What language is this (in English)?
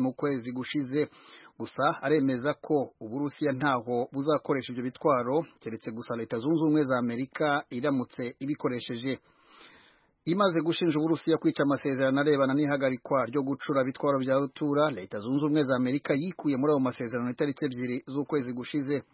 Kinyarwanda